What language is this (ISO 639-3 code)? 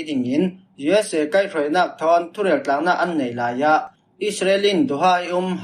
cfm